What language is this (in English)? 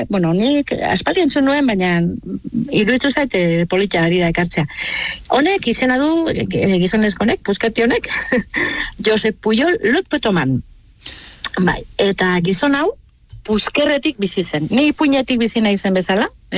Basque